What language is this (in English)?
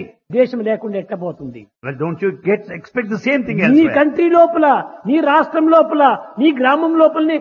Telugu